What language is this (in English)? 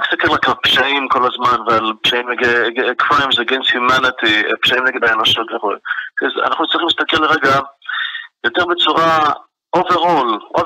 Hebrew